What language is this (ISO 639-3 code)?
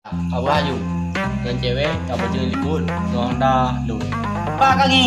ace